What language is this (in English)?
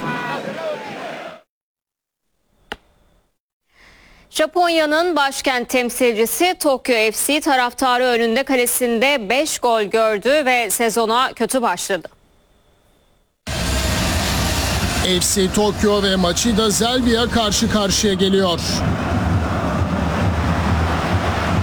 Turkish